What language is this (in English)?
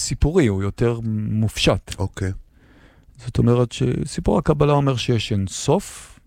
Hebrew